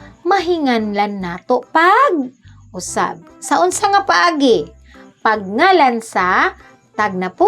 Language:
Cebuano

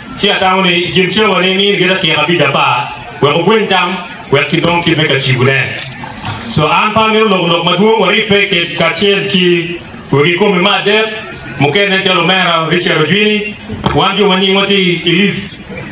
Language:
Acoli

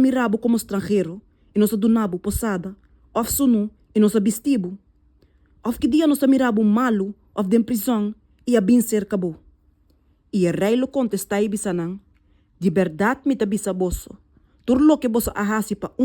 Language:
Papiamento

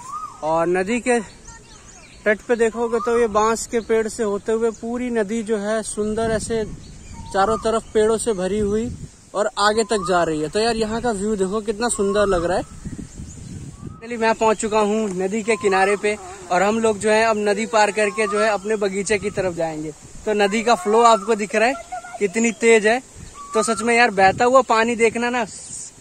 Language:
Hindi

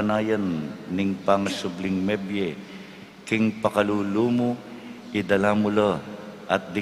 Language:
Pampanga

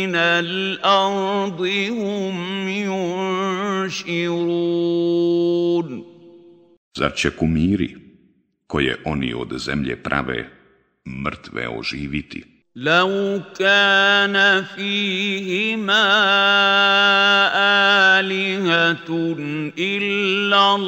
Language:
Bosnian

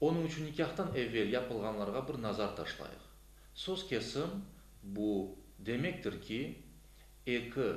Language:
Crimean Tatar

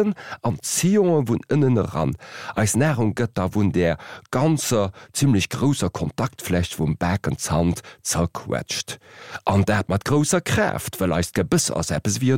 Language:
Luxembourgish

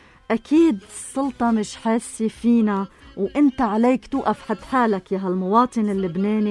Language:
North Levantine Arabic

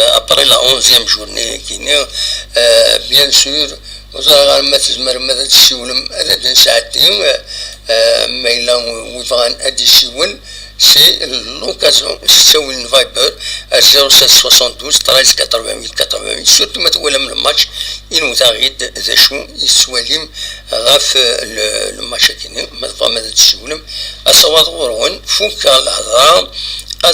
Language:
Kabyle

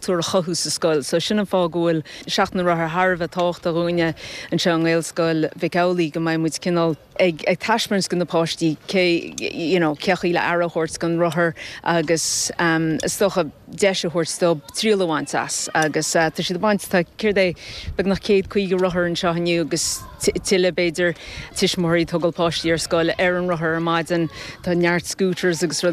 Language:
Irish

